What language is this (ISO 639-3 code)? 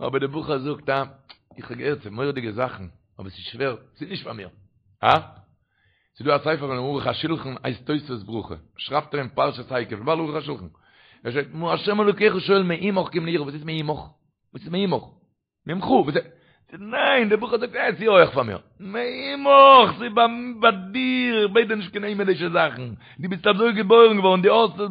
yid